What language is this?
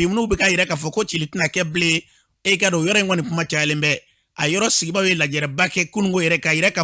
Bambara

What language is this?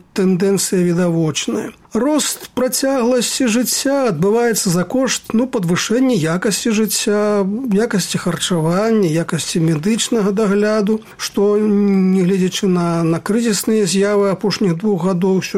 Belarusian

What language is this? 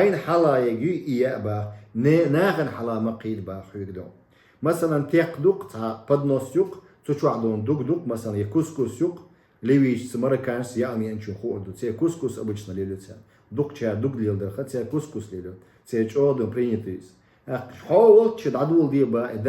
Chechen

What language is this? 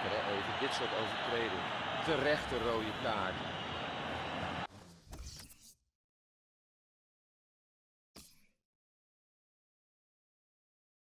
Dutch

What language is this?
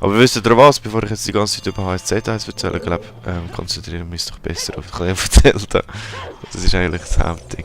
Swiss German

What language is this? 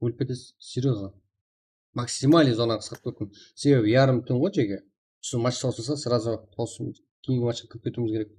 Kara-Kalpak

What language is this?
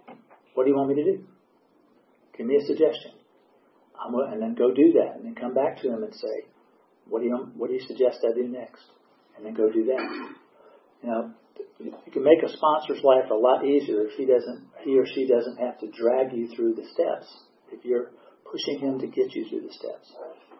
English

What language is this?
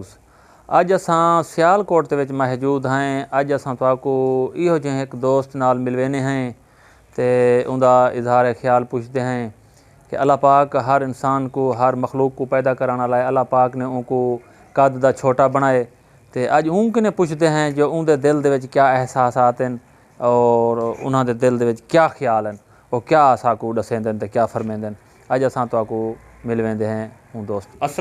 Saraiki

